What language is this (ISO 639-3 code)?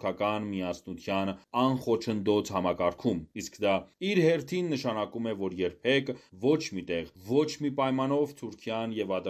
hye